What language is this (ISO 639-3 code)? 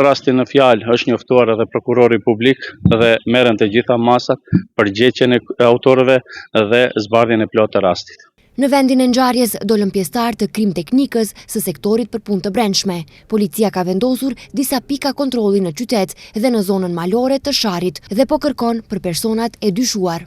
sqi